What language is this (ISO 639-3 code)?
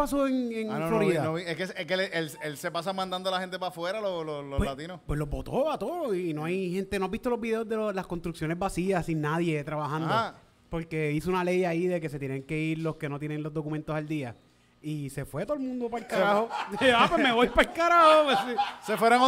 spa